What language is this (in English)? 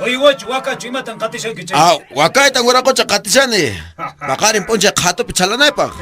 Quechua